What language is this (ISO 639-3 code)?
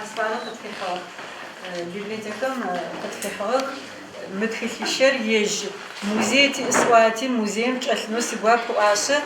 ady